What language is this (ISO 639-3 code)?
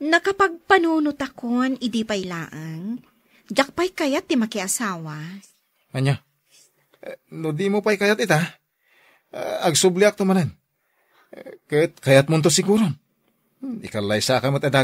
ilo